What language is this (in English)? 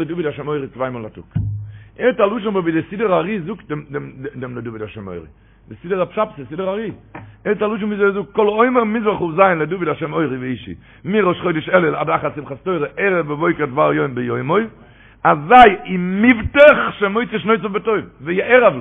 Yiddish